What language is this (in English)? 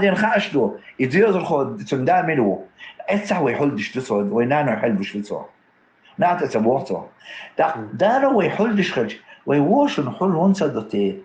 Chechen